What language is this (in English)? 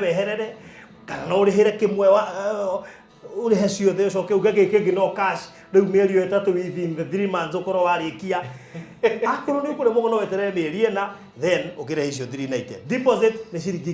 Kikuyu